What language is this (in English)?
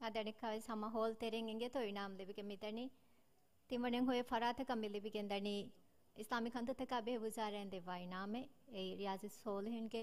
Divehi